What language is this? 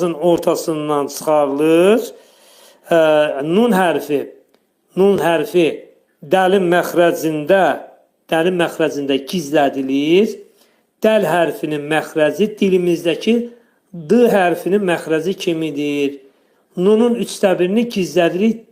Azerbaijani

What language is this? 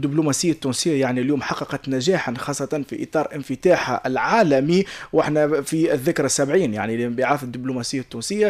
Tunisian Arabic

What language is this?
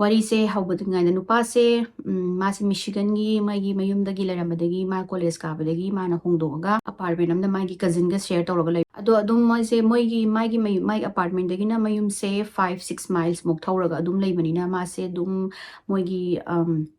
Manipuri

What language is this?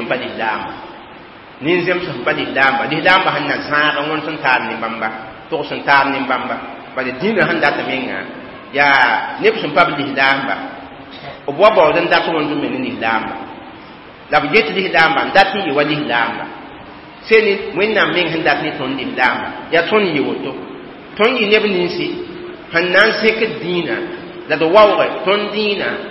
Mossi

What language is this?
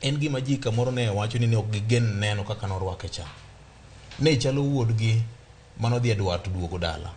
Luo (Kenya and Tanzania)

